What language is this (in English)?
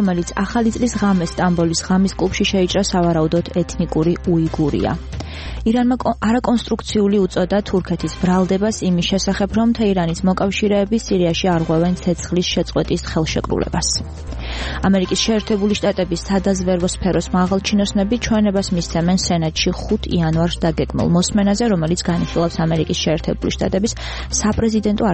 Georgian